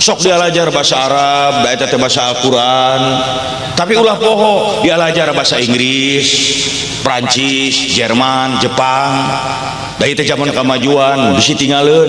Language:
Sundanese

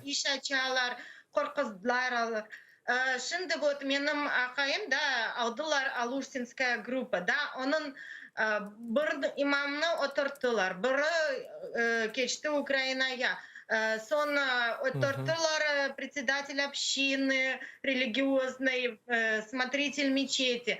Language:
Crimean Tatar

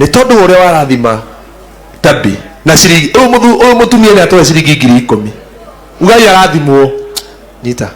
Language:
Kikuyu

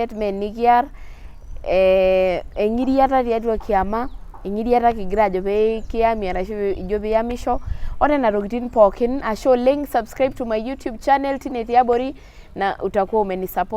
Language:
Masai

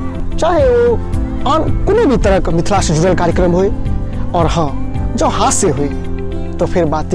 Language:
Maithili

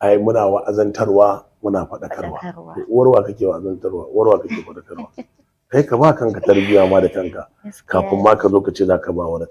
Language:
Hausa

